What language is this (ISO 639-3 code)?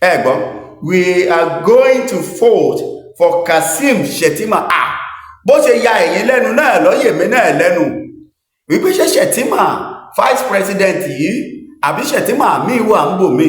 yor